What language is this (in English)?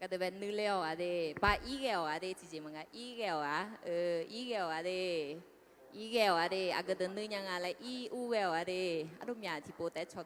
Akha